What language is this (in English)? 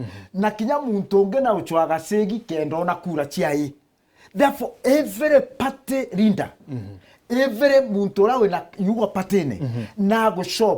Meru